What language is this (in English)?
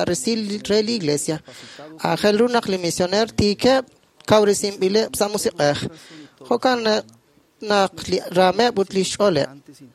Kekchí